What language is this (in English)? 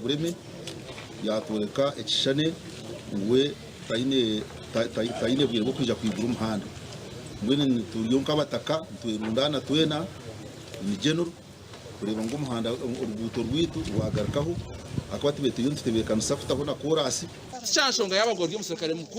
Nyankole